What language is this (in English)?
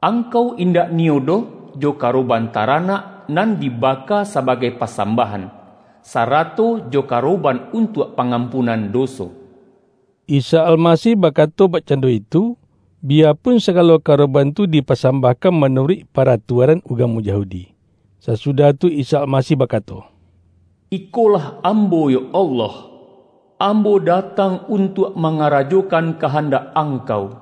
Minangkabau